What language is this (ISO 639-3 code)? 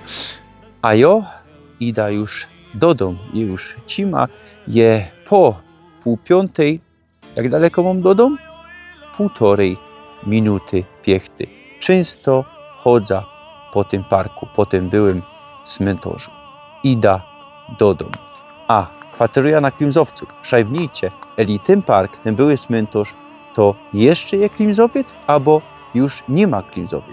szl